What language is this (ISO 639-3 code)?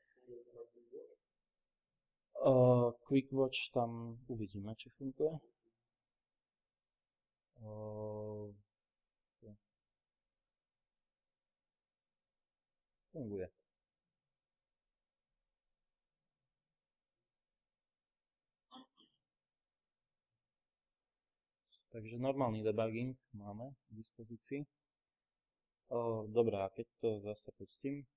slk